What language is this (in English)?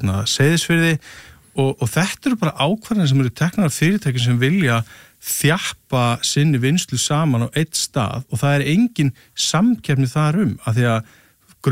Icelandic